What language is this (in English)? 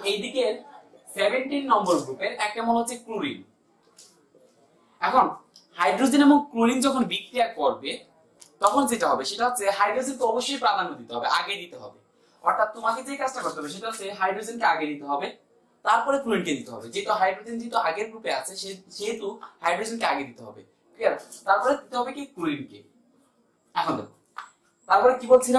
Bangla